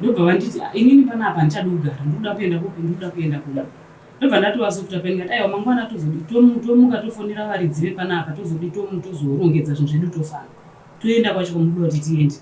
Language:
Shona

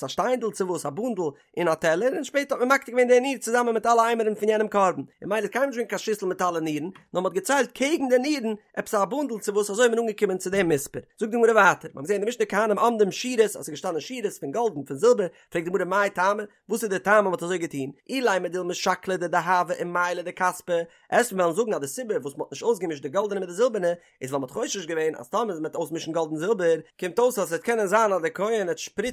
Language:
Yiddish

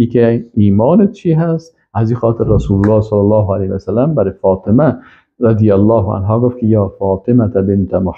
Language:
Persian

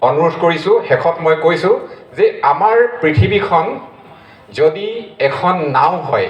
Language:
Assamese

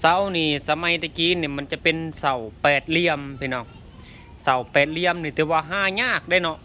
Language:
Lao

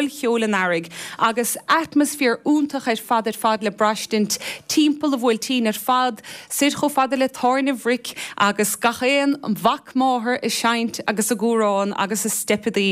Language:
Irish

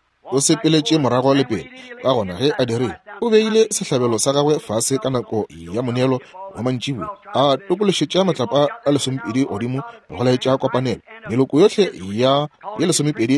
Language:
Northern Sotho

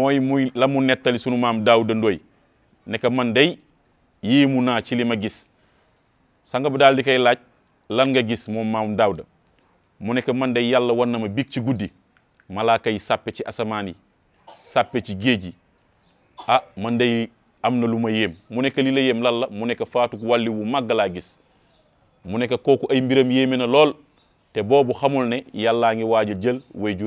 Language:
Wolof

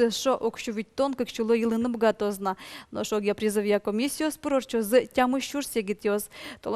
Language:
Udmurt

